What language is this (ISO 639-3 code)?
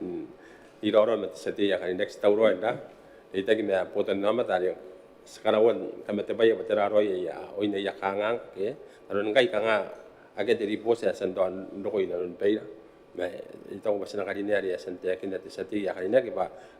gil